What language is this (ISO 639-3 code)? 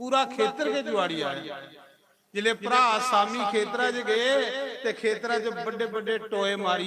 doi